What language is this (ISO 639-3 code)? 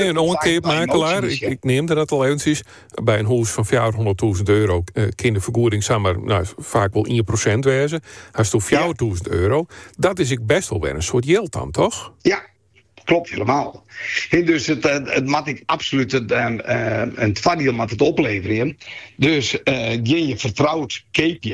fry